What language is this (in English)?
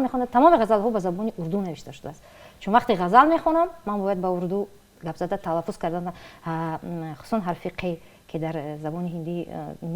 Tajik